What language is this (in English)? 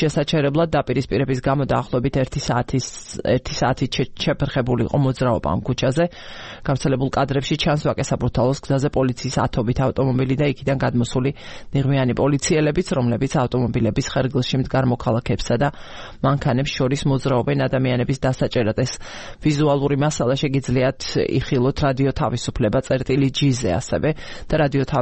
Georgian